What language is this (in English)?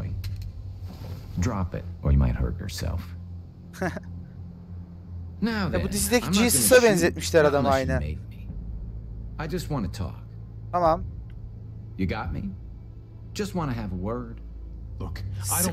Turkish